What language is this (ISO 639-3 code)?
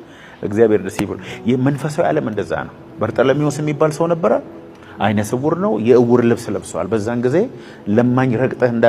amh